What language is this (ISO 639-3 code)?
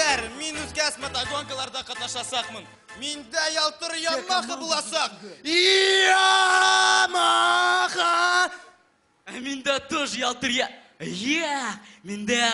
bak